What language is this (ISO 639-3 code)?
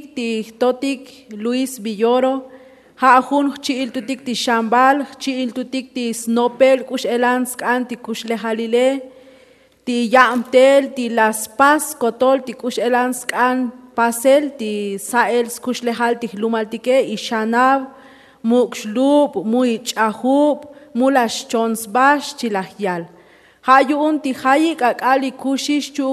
tzo